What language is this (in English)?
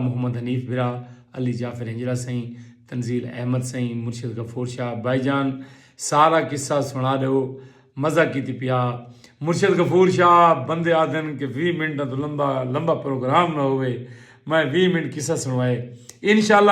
Saraiki